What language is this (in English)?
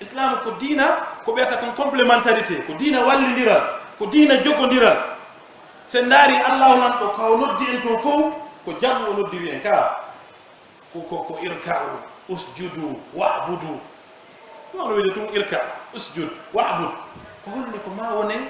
Pular